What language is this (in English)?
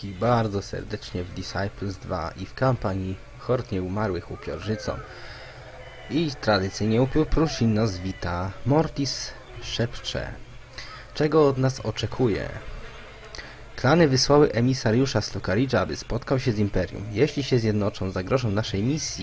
Polish